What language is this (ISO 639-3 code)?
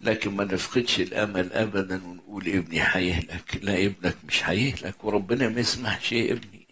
arz